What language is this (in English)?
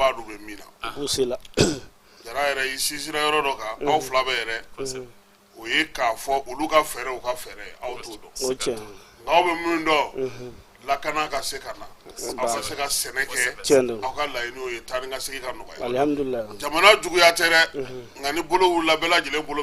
Bambara